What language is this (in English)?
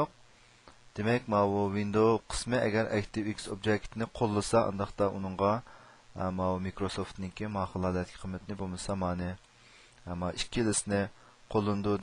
Uyghur